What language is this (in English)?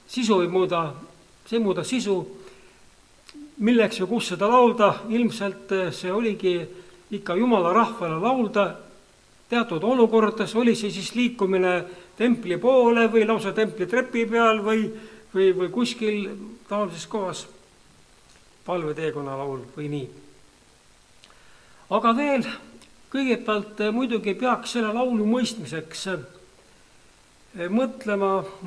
Estonian